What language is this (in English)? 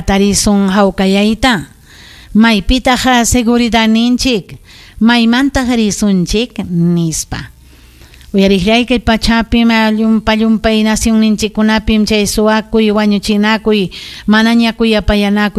Ayacucho Quechua